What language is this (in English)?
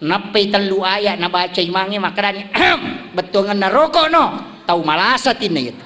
Buginese